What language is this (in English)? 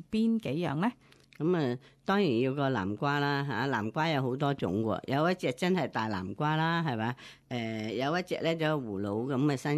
Cantonese